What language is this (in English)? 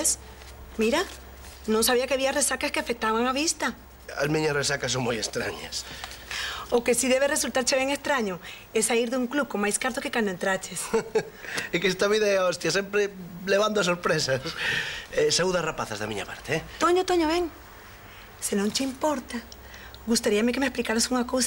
Galician